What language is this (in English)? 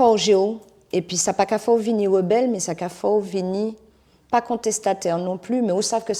Guadeloupean Creole French